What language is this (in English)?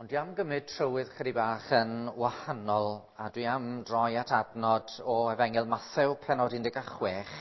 Welsh